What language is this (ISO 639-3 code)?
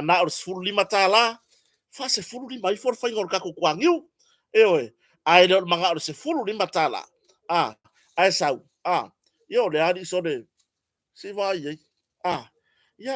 smo